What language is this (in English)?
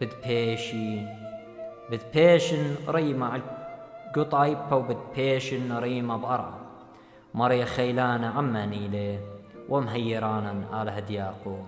Assyrian Neo-Aramaic